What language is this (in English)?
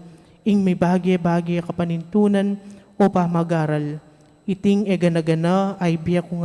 Pampanga